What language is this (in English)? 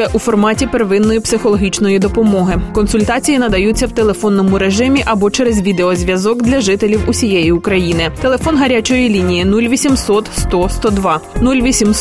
Ukrainian